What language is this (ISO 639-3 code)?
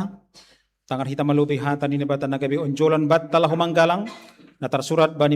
bts